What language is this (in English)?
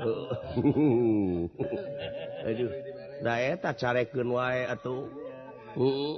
Sundanese